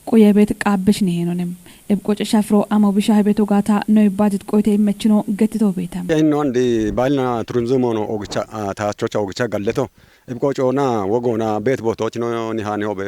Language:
Kafa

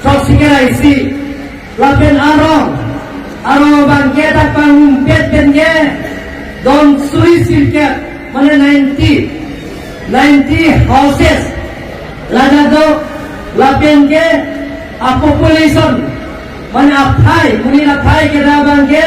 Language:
Karbi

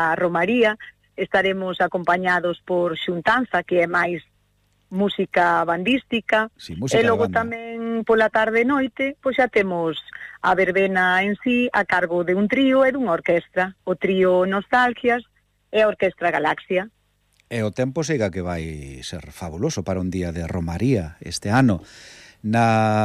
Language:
Galician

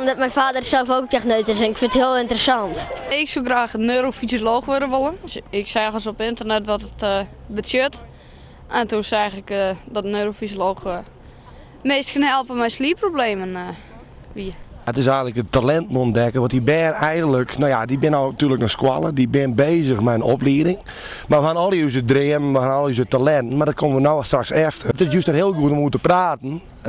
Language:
Western Frisian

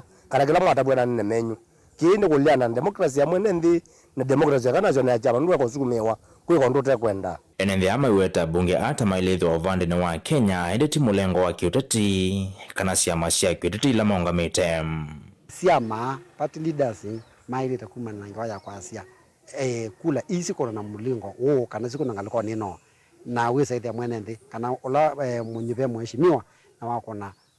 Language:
Kamba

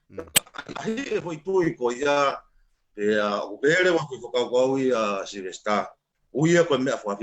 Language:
Tongan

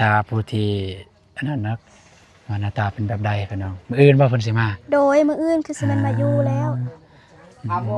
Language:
Lao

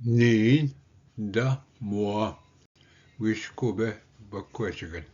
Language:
Ojibwa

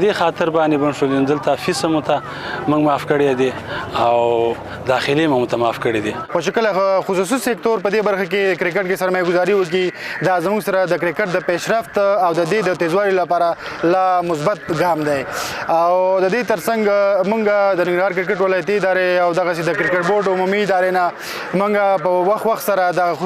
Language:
Pashto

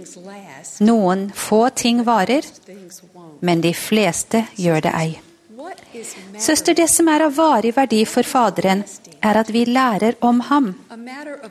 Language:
Norwegian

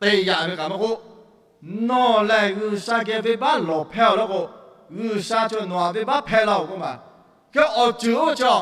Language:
Lahu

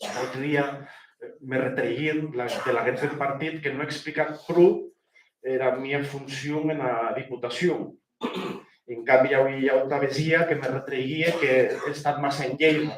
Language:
Occitan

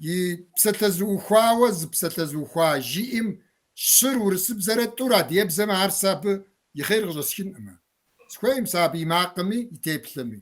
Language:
Kabardian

